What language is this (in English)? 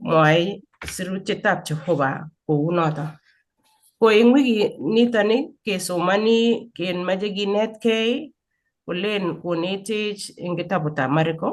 Kalenjin